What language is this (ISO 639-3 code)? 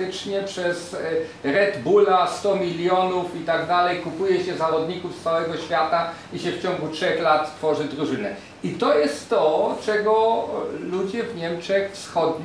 pol